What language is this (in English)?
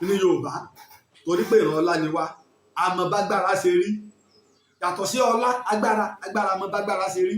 Yoruba